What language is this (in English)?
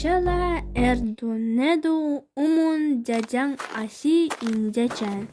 Evenki